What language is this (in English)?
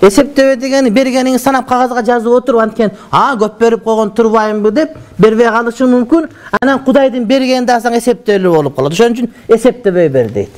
Kyrgyz